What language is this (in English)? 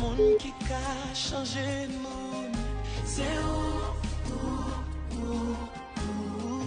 Haitian Creole